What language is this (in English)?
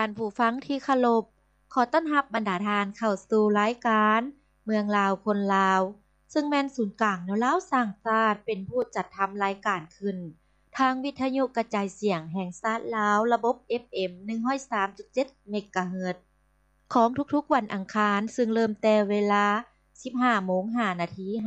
Lao